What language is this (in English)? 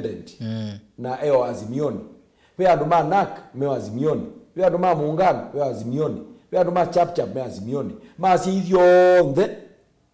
Kamba